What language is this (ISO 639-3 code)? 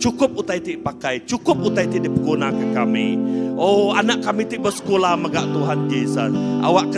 iba